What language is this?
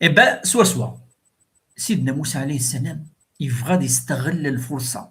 Kabyle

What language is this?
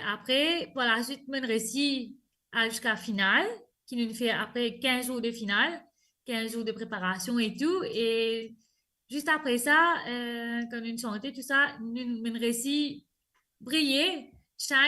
Morisyen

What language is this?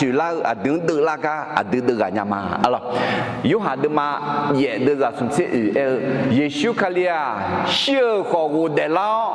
Akha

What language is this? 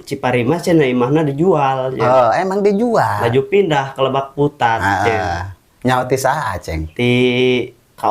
Sundanese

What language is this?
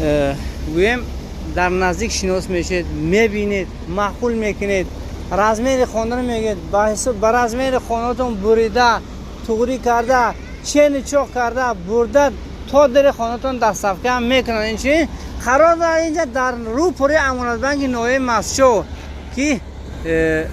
Tajik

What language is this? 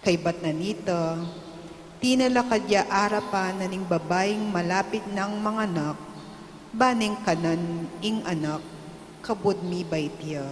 Pampanga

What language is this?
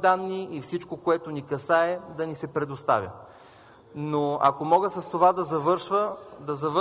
Bulgarian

